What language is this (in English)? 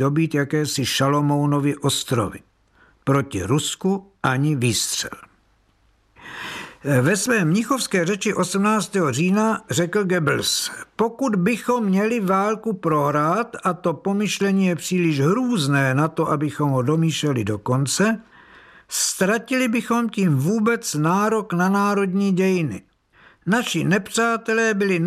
Czech